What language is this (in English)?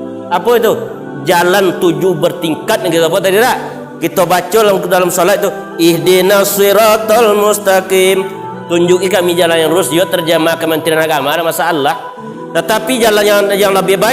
Minangkabau